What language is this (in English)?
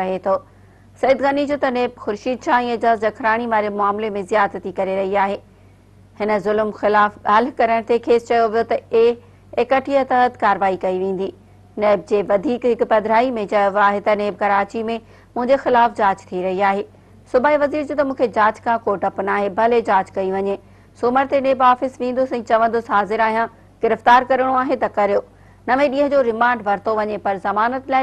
Sindhi